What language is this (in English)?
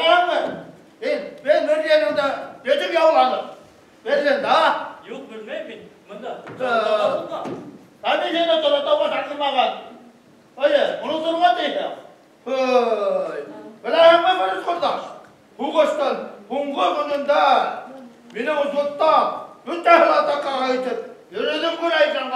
Bashkir